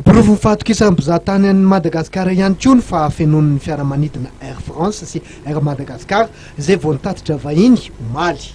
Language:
Malagasy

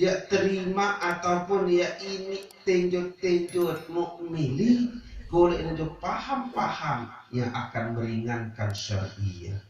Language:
Sasak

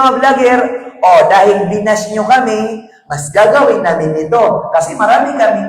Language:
Maranao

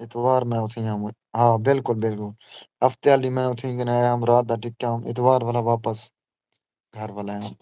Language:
Saraiki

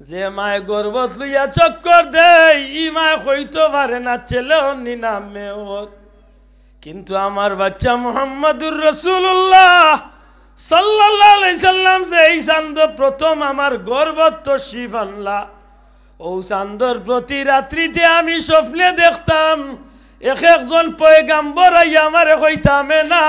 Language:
Sylheti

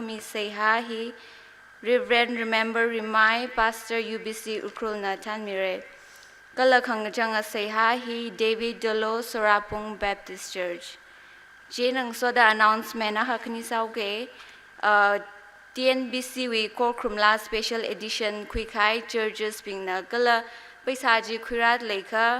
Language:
Tangkhul Naga (India)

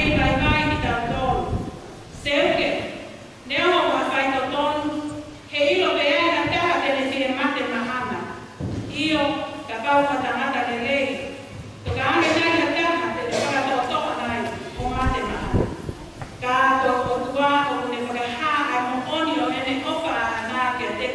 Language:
Tongan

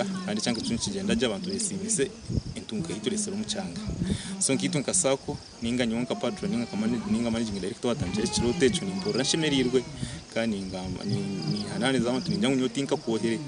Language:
Nyankole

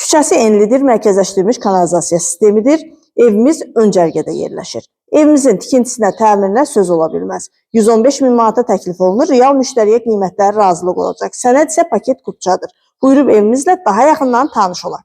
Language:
Azerbaijani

